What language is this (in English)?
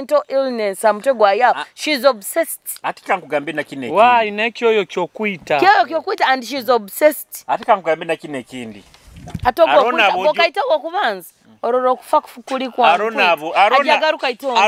Nyoro